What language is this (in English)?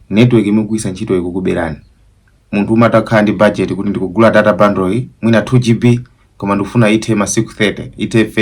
Nyanja